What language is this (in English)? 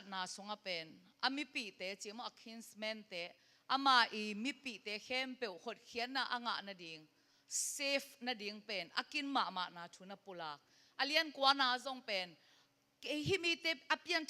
Tedim Chin